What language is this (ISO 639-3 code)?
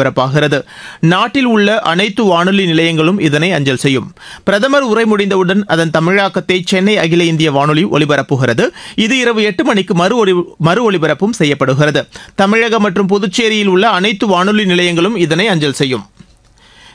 tam